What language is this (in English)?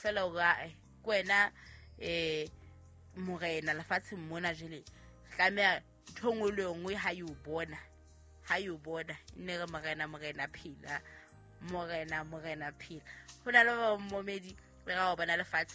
Southern Sotho